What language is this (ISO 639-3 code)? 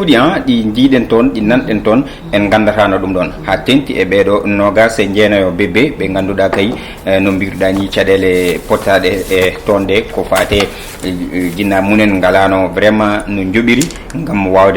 ful